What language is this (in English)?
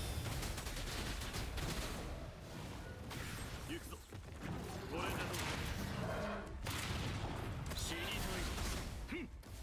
Japanese